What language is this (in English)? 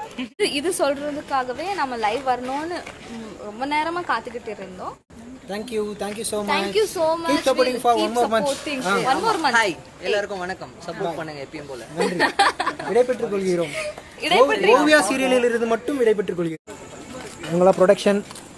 Tamil